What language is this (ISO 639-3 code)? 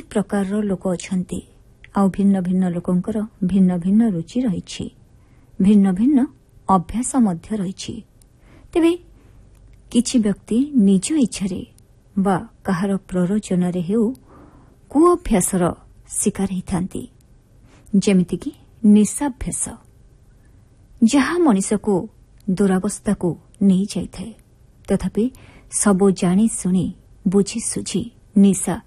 ori